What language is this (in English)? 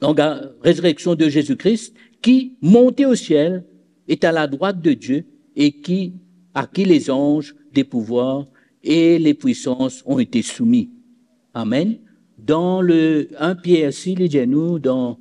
Morisyen